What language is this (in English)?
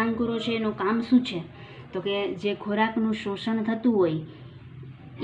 Gujarati